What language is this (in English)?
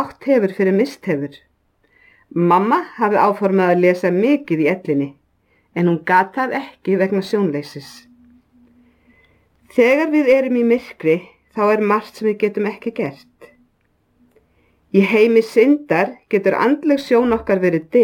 Icelandic